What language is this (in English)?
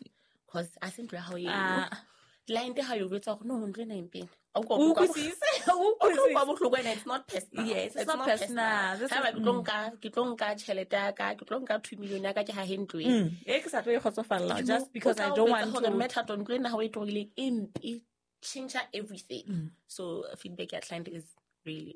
Southern Sotho